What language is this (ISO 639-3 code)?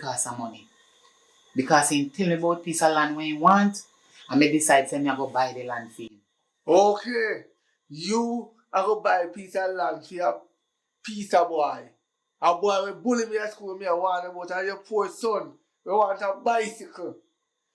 jam